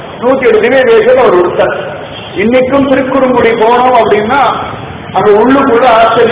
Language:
Tamil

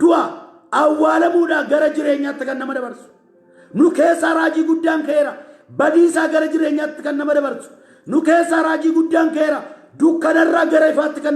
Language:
Oromo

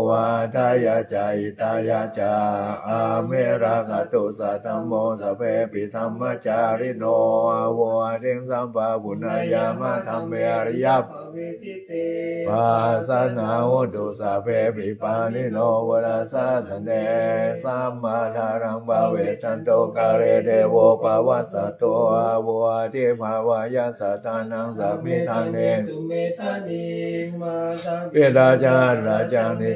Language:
Pali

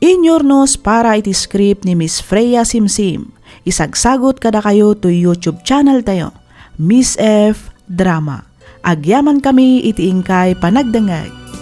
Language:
Iloko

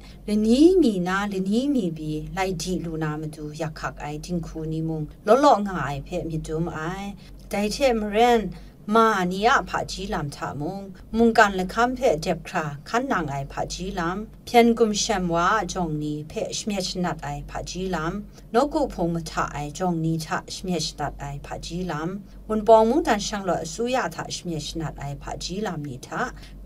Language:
Kachin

